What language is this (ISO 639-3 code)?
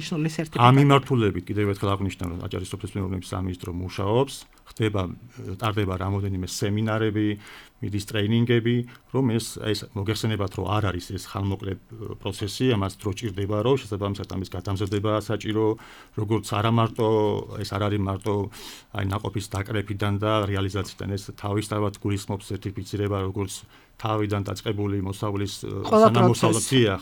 kat